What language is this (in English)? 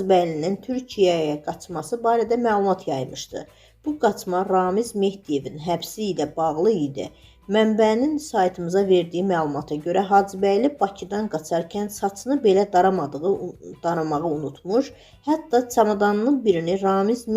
Azerbaijani